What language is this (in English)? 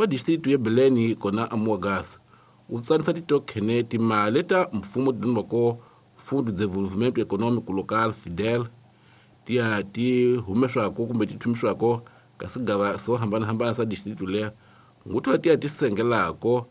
Tsonga